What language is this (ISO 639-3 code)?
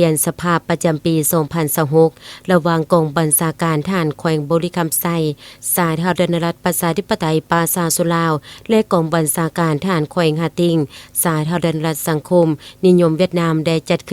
lao